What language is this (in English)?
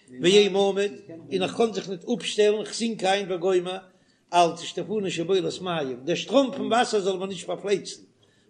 Yiddish